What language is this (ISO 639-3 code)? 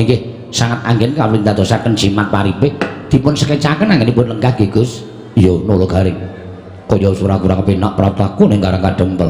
jav